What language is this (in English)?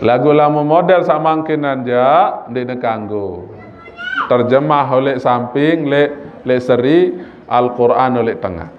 Sasak